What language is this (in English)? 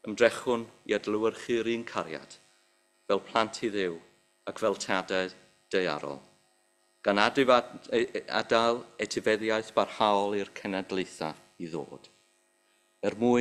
Welsh